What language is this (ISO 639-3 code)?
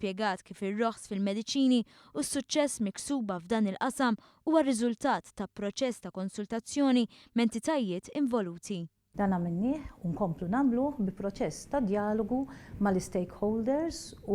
mlt